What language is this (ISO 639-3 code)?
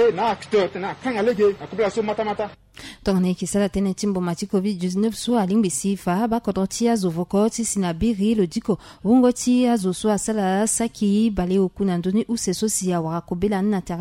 sag